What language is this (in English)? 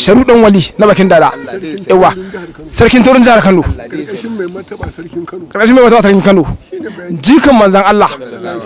Hausa